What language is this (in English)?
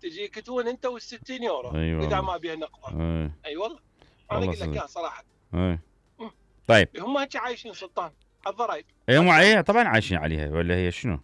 Mesopotamian Arabic